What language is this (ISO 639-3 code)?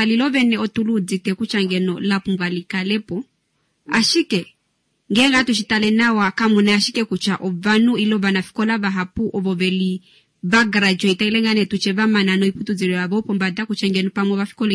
kua